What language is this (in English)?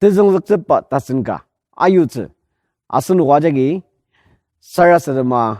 Ao Naga